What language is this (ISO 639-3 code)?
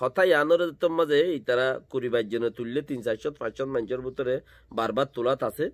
rhg